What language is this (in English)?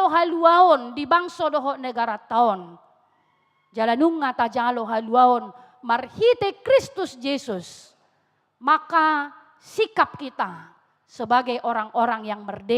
Batak Toba